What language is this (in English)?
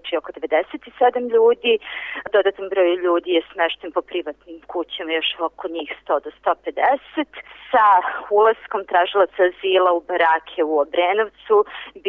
Serbian